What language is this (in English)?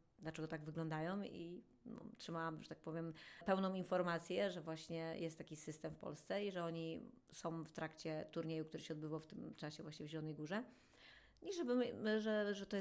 Polish